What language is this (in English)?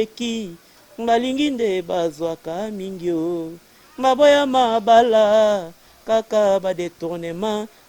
Lingala